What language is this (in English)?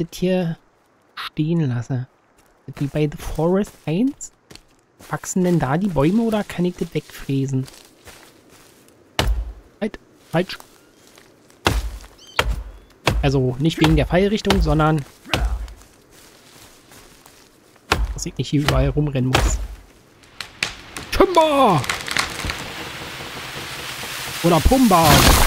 German